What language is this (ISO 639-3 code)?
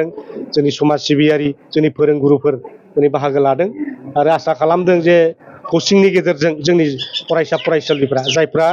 brx